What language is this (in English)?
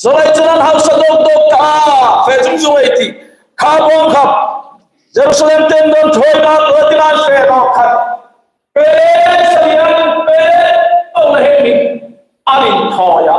Hmar